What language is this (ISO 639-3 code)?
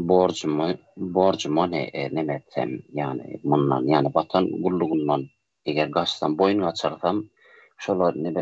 tuk